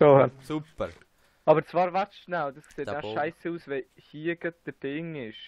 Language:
Swiss German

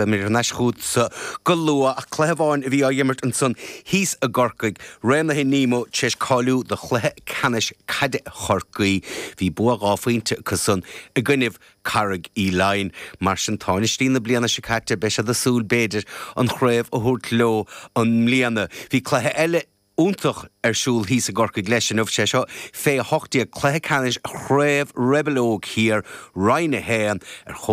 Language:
Irish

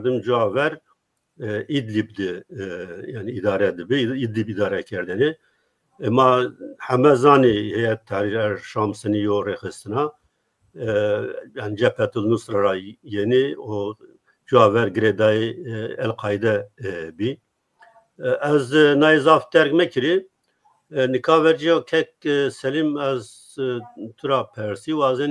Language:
Zaza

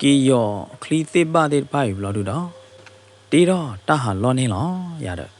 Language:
S'gaw Karen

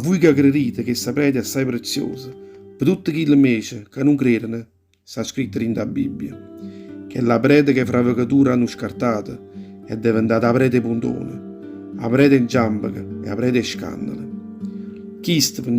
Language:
Neapolitan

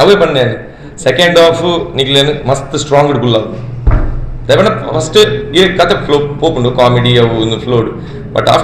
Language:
Tulu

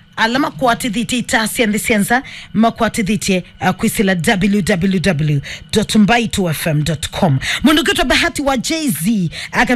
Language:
Kamba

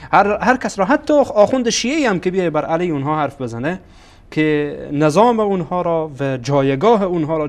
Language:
Persian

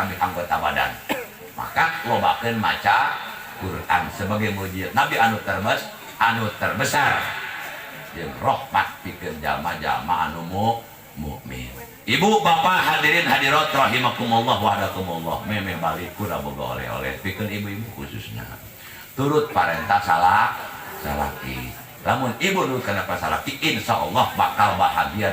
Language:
Sundanese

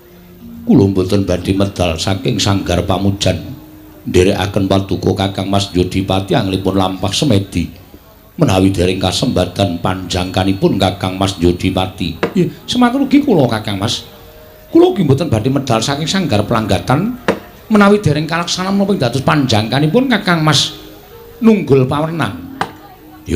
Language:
Javanese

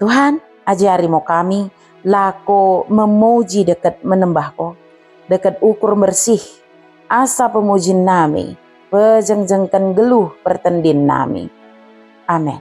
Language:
Batak Dairi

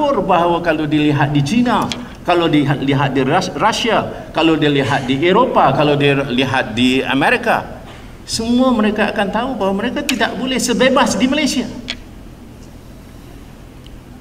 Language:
Malay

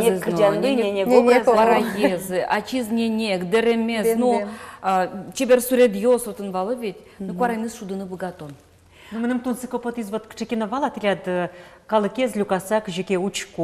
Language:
Udmurt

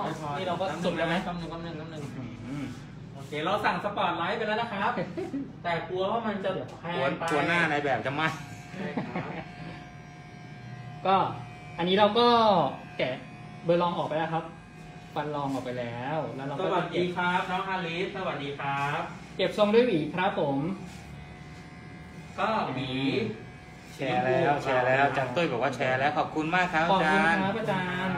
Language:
Thai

